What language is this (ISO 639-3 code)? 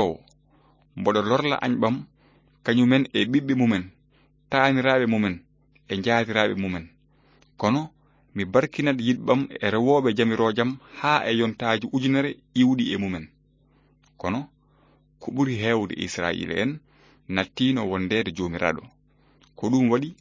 ful